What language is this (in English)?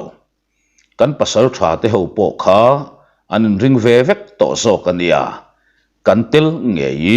Mizo